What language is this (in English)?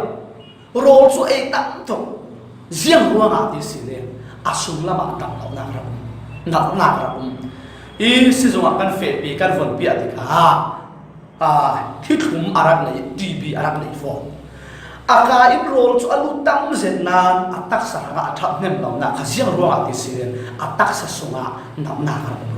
Falam Chin